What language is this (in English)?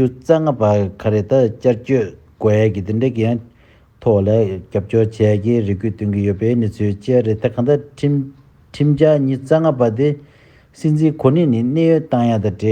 Tibetan